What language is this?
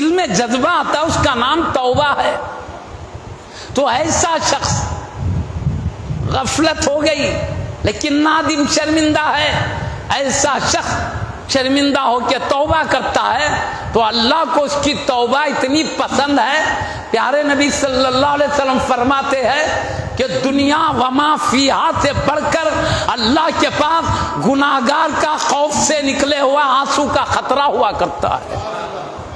Urdu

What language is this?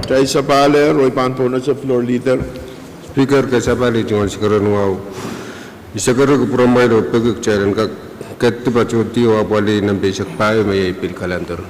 Pohnpeian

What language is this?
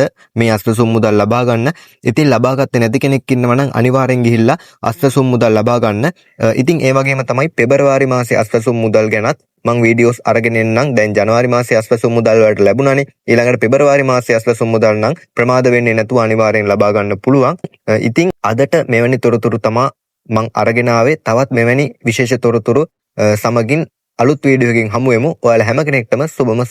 Sinhala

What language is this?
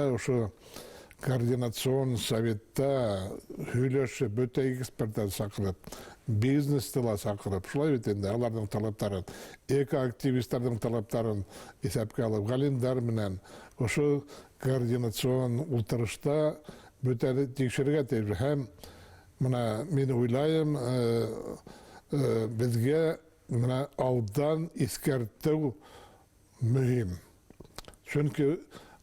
Bashkir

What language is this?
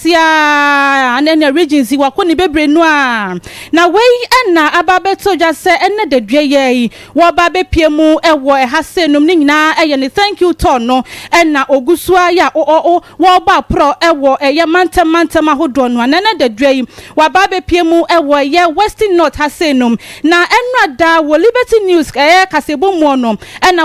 Akan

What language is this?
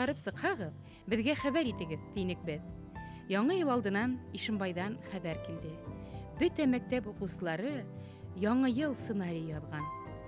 Bashkir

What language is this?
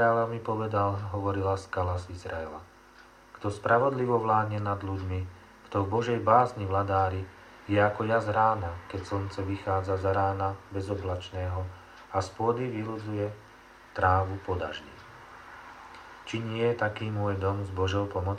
Slovak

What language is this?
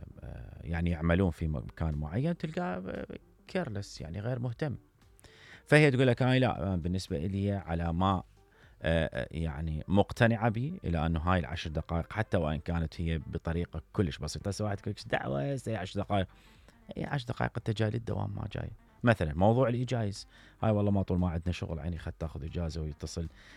Mesopotamian Arabic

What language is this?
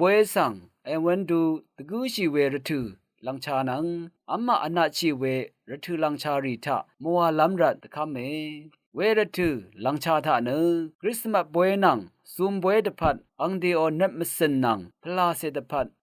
Rawang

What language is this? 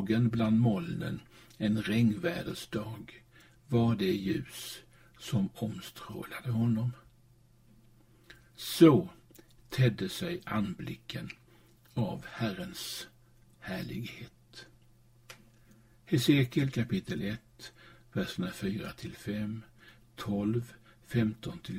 Swedish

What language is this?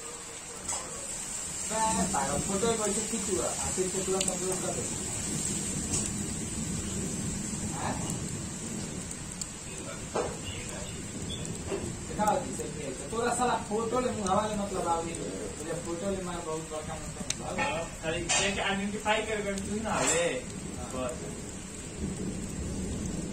Bhojpuri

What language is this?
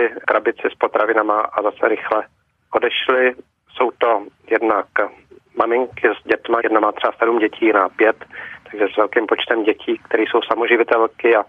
Czech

